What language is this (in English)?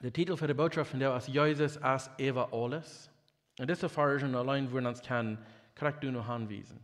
Plautdietsch